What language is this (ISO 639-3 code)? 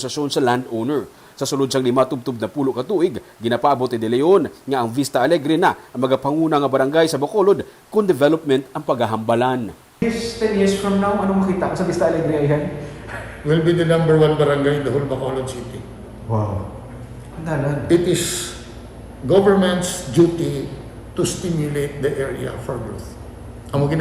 hil